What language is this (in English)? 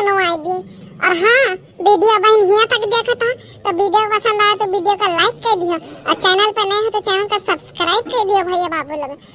Awadhi